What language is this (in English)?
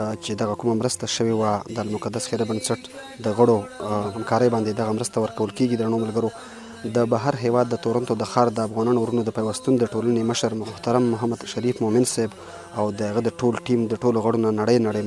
Pashto